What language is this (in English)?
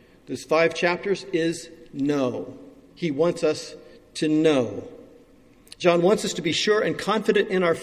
English